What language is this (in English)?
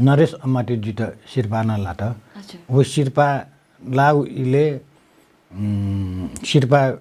Newari